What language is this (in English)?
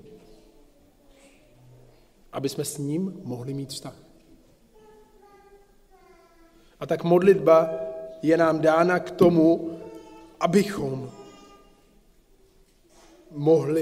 Czech